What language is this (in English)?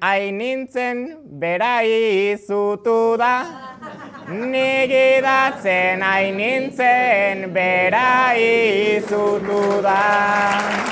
Basque